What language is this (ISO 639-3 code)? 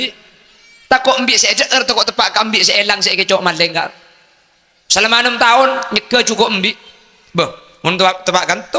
mad